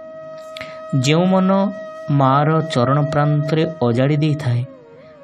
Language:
Odia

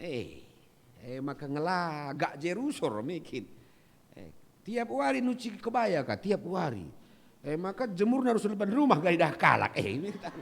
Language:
Batak Karo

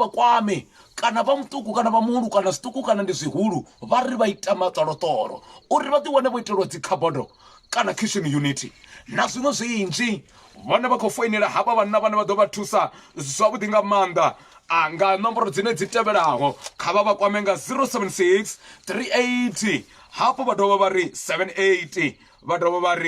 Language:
Venda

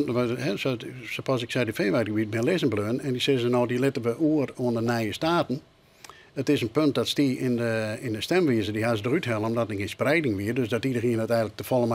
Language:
Western Frisian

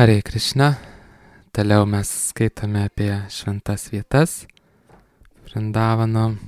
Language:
Lithuanian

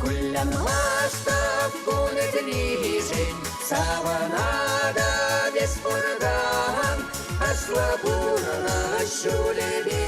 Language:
Chuvash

